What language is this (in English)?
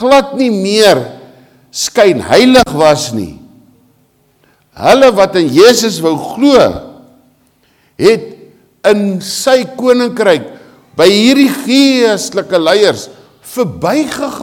Afrikaans